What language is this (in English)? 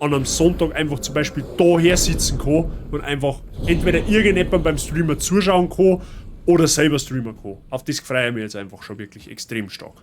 Bavarian